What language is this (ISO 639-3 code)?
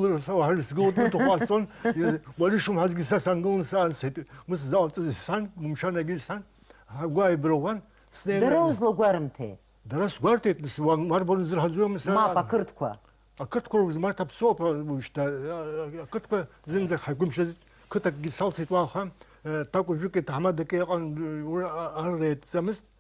abk